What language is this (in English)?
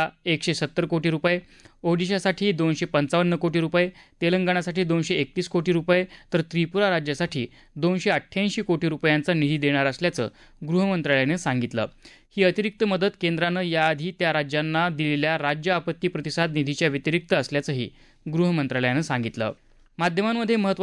Marathi